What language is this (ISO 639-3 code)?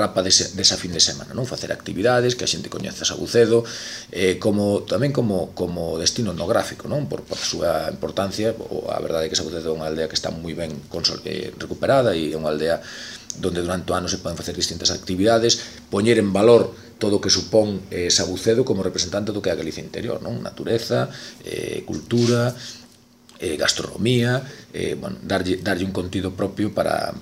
glg